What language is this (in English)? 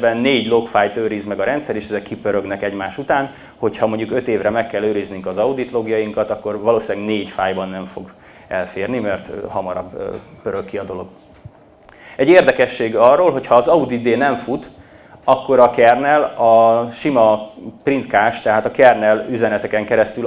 Hungarian